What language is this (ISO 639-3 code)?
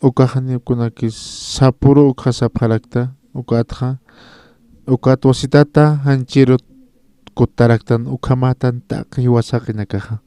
aym